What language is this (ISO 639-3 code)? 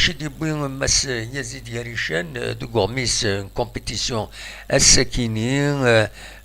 kab